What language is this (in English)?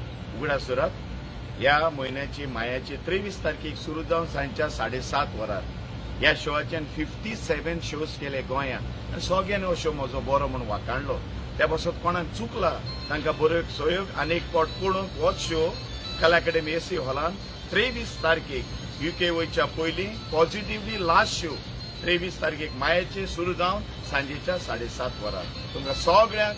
Konkani